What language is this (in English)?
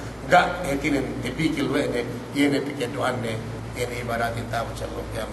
Yakan